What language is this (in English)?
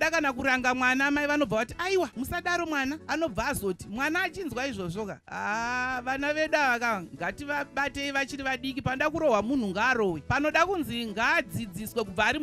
Shona